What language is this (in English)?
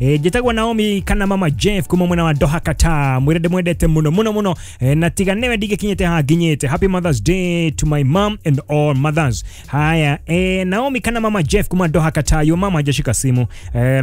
Kikuyu